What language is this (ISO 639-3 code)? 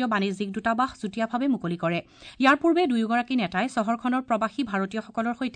asm